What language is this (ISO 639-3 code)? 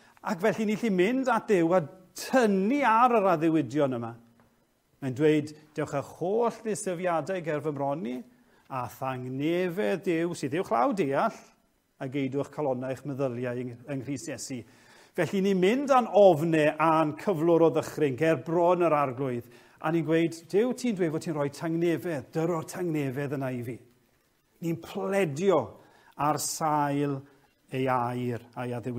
cym